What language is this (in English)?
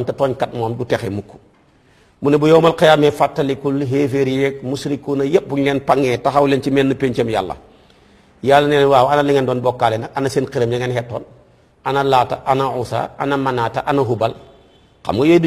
Wolof